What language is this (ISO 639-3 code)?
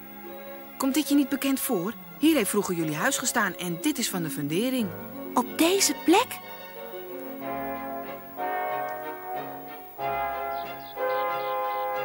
nld